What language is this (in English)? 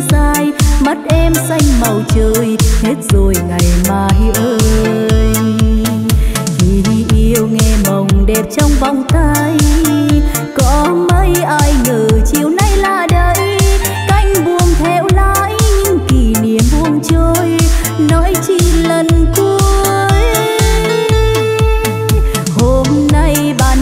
Vietnamese